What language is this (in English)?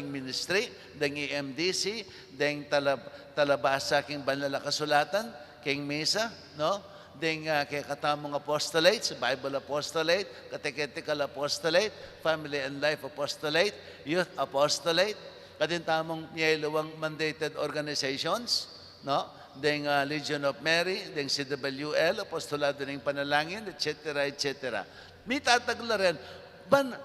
Pampanga